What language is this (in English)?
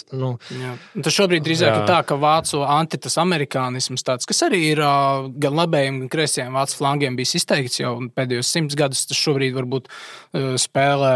Latvian